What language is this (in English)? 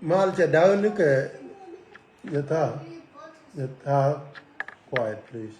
Nuer